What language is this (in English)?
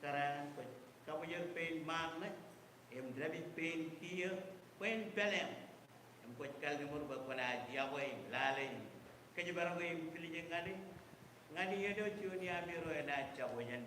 Marshallese